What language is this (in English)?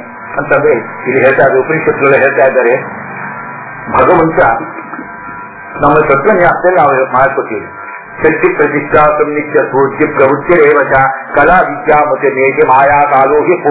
Kannada